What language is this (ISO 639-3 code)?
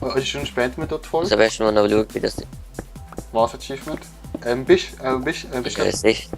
gsw